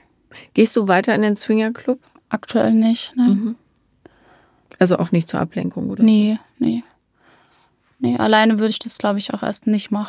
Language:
German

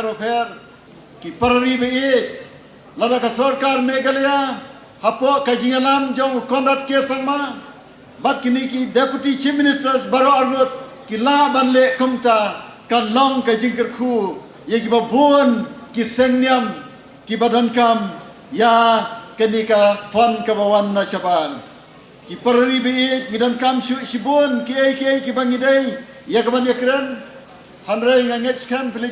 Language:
Khasi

